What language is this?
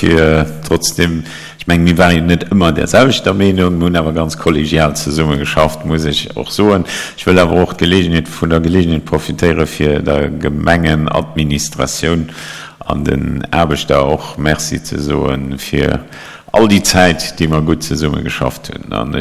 Luxembourgish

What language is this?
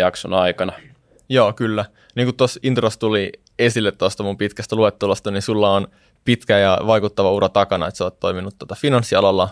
Finnish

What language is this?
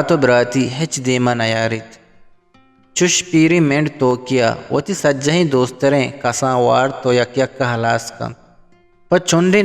Eastern Balochi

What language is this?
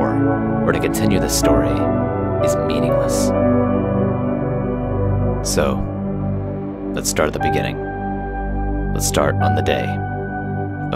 English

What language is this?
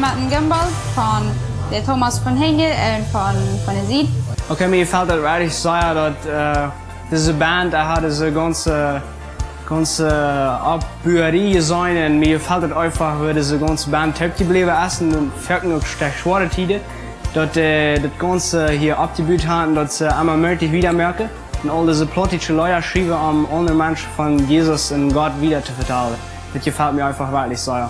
Plautdietsch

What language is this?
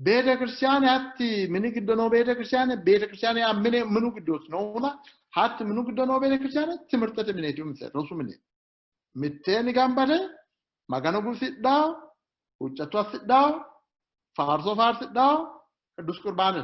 Sidamo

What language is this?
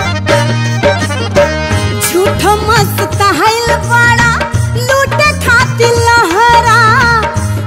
Bhojpuri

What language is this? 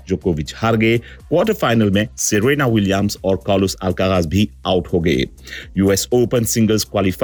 Hindi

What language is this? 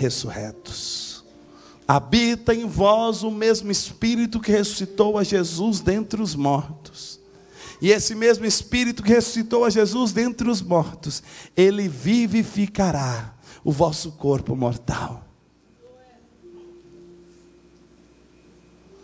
Portuguese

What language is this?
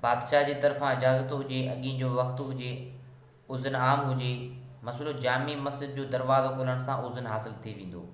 Sindhi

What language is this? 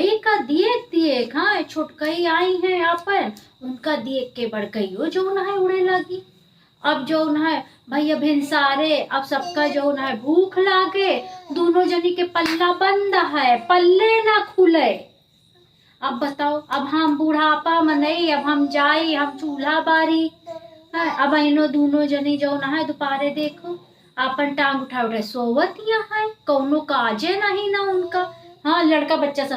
Awadhi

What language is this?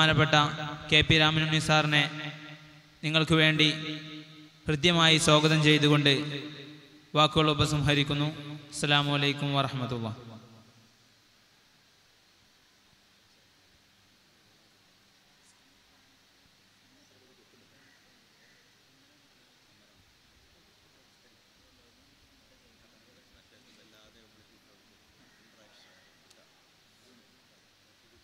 Malayalam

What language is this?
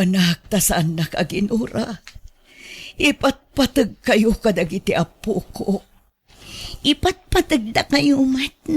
Iloko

